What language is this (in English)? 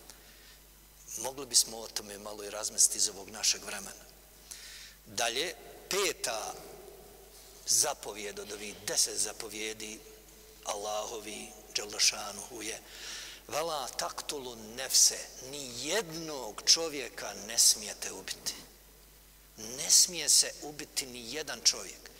Bosnian